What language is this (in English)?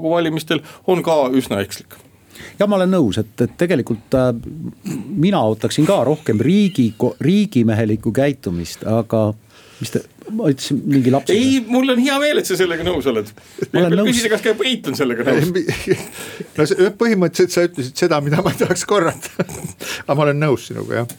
Estonian